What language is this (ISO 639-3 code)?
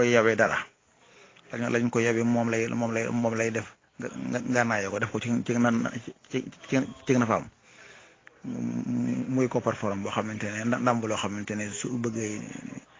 wol